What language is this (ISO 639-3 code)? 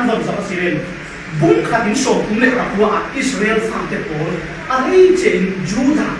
cfm